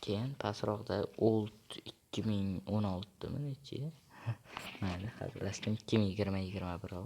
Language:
Uzbek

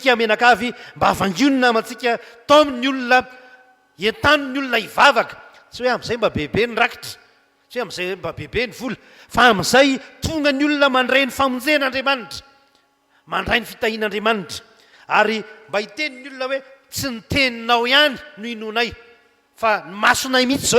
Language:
Malagasy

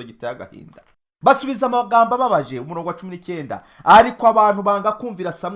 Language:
Kinyarwanda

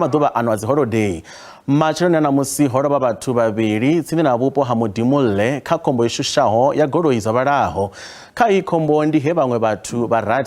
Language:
Venda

